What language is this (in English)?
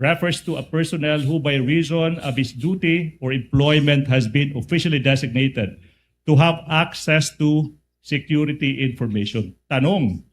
Waray